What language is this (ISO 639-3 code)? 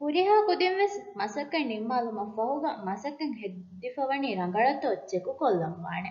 div